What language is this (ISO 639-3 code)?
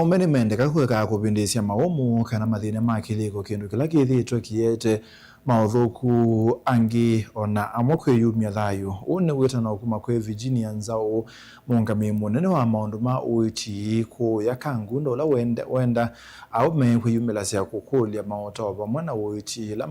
kam